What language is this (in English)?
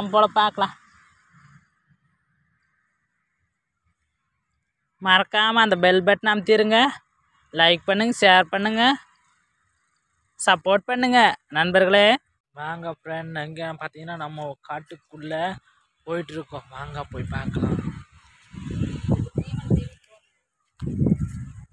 Tamil